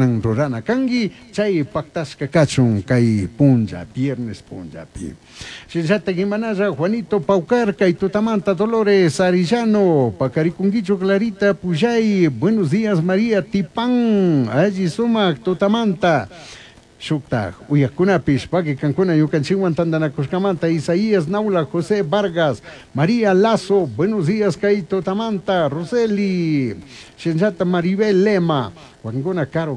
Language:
Chimborazo Highland Quichua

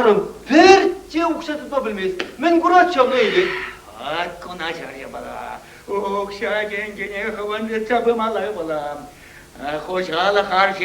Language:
Chuvash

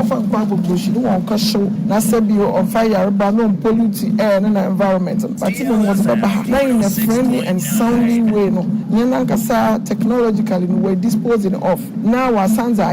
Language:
Akan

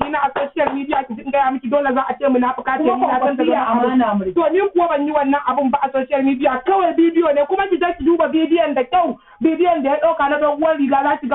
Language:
Hausa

